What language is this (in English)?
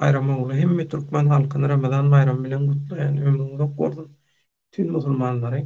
Turkmen